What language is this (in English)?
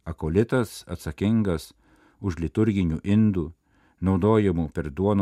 Lithuanian